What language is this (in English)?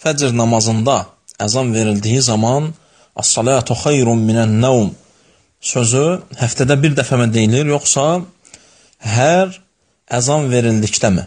Azerbaijani